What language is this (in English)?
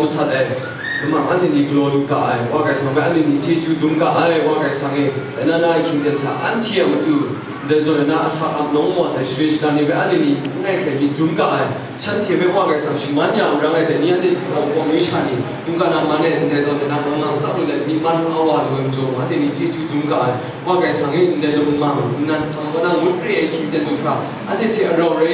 Kachin